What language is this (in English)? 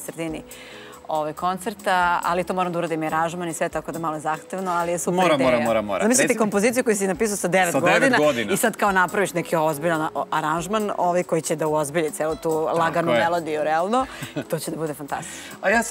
Serbian